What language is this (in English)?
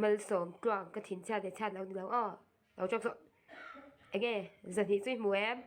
Mizo